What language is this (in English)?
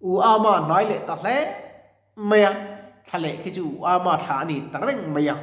Mizo